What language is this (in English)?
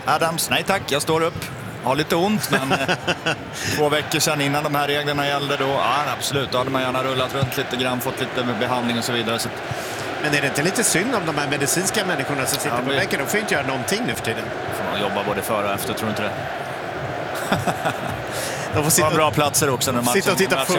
Swedish